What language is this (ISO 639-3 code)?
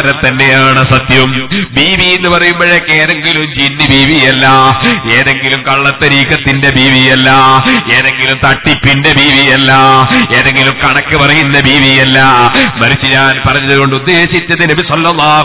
mal